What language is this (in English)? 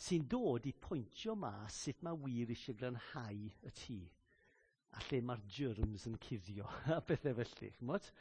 Welsh